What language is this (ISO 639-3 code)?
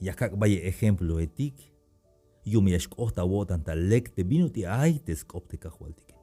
tzh